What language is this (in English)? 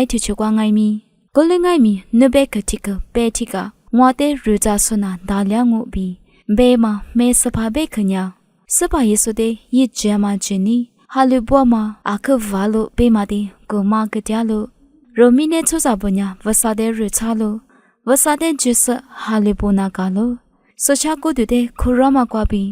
Lisu